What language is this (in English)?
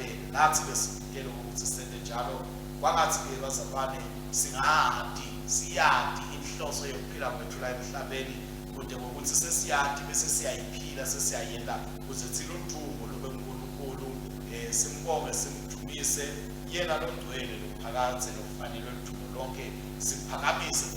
Swati